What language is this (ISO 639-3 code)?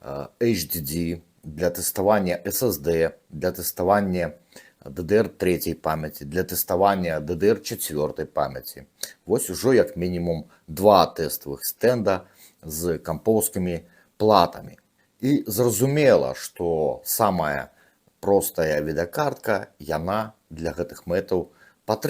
bel